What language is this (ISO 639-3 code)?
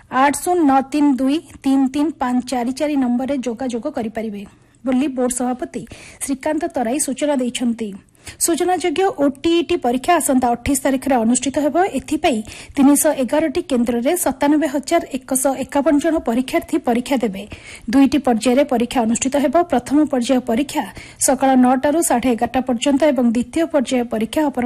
ori